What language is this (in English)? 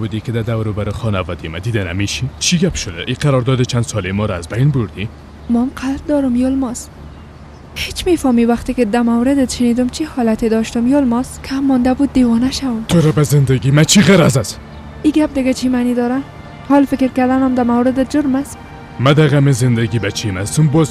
Persian